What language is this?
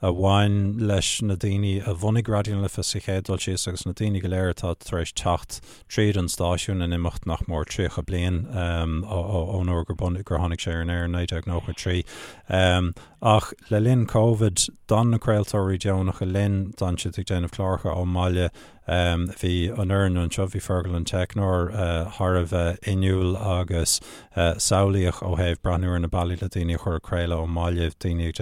Irish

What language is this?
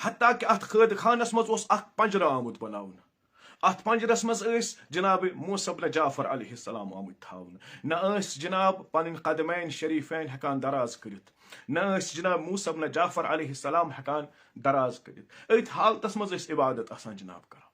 Kashmiri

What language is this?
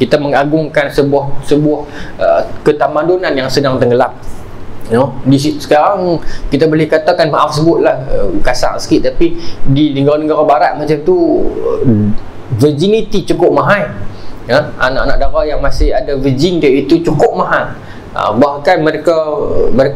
Malay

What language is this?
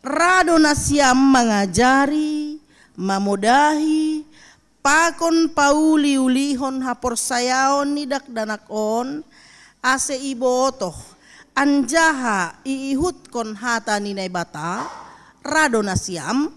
Batak Simalungun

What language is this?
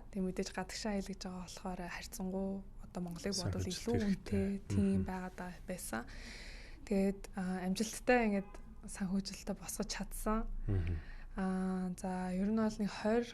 Mongolian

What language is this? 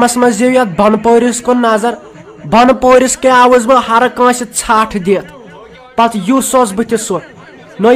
Kashmiri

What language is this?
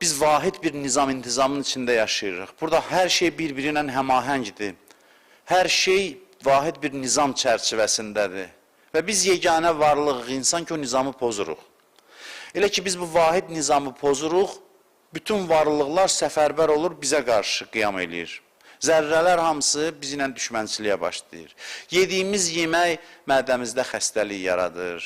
Azerbaijani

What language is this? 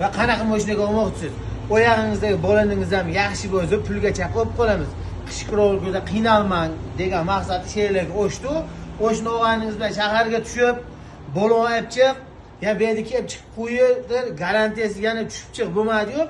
Uzbek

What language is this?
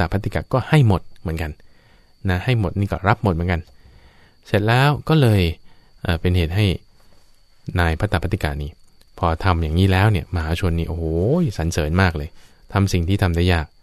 Thai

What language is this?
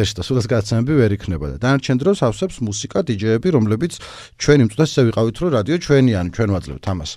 Georgian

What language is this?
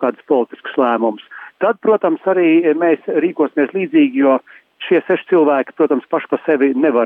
Latvian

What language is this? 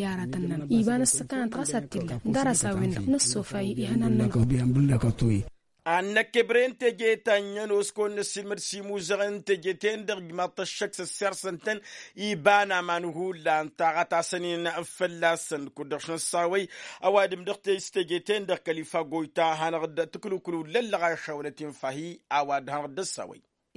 Tamasheq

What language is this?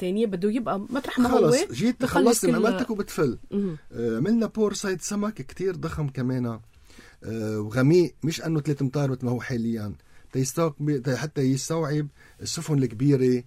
North Levantine Arabic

